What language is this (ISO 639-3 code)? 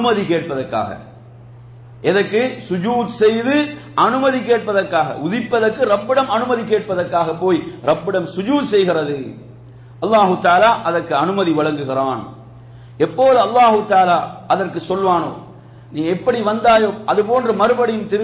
tam